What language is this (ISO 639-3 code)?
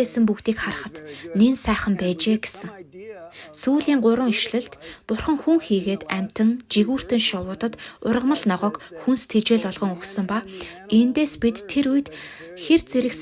mon